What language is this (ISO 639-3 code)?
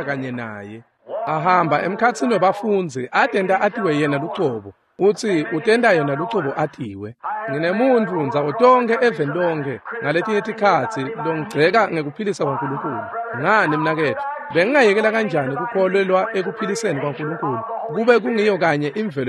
ssw